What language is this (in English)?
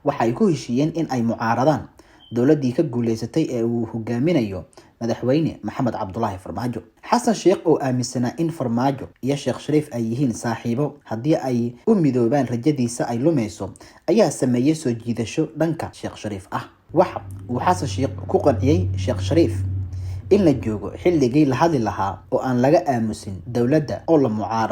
Somali